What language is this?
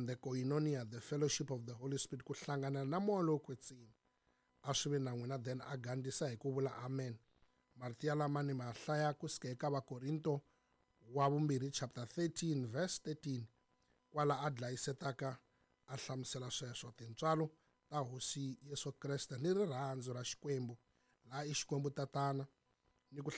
Tsonga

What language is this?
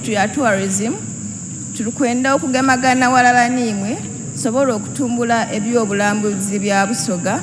Soga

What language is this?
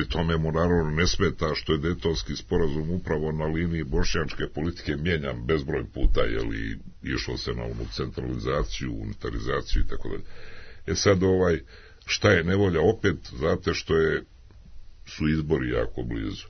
Serbian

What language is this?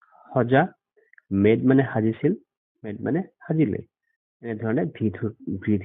Assamese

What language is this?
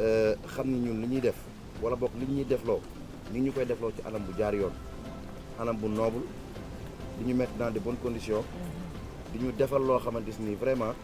Wolof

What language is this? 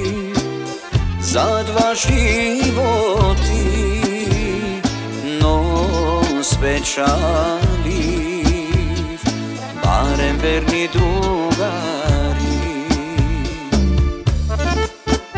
Macedonian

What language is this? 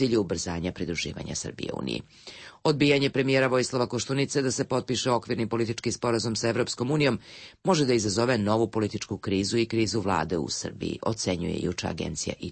Serbian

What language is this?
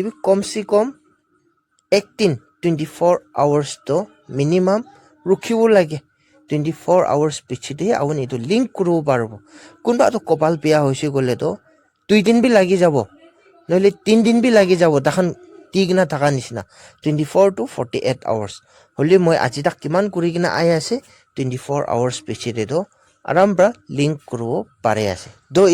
Naga Pidgin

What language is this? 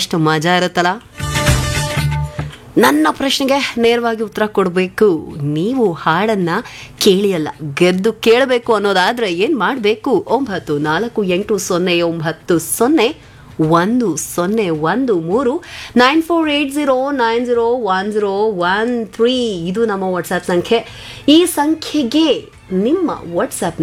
Kannada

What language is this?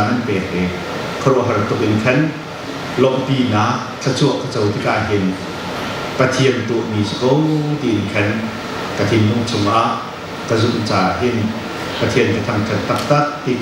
Hakha Chin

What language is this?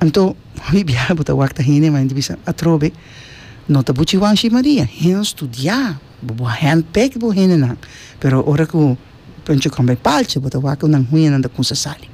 Papiamento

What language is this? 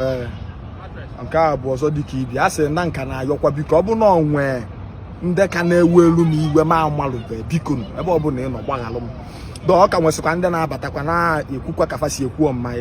Igbo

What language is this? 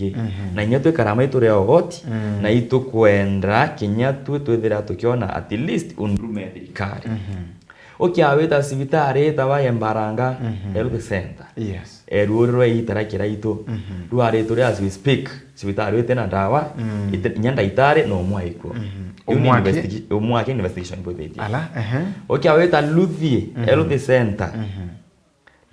Meru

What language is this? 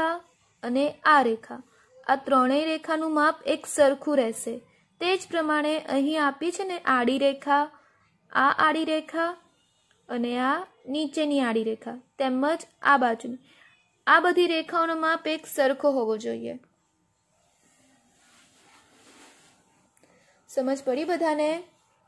Gujarati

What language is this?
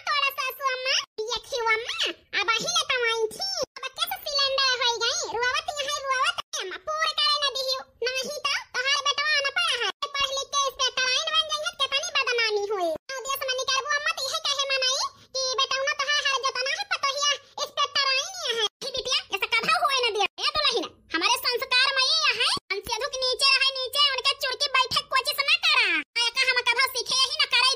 Awadhi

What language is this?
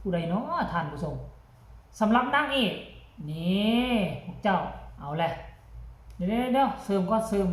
Northeastern Thai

